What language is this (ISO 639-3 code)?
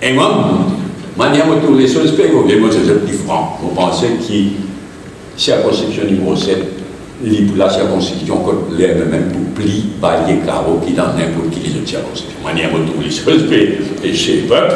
mfe